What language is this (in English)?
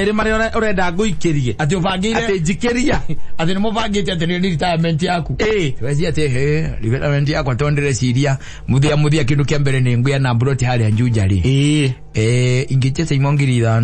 Kikuyu